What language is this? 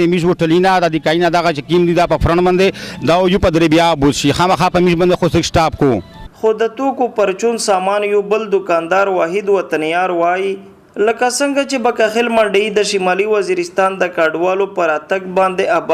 Pashto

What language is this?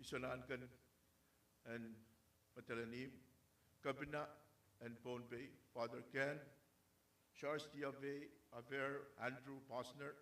Pohnpeian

